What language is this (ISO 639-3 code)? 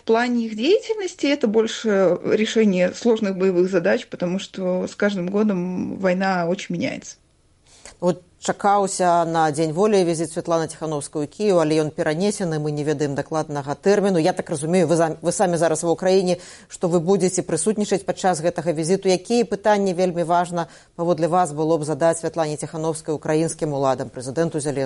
bel